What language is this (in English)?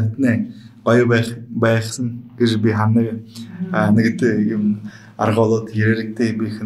Buriat